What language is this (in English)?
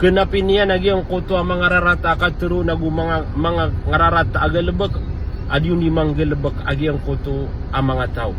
Maranao